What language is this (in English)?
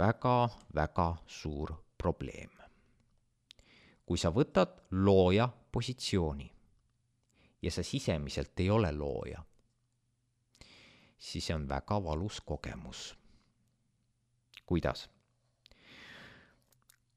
Estonian